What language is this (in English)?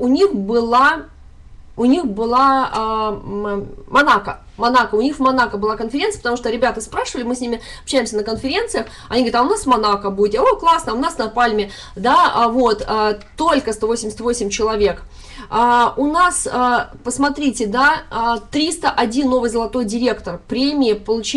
Russian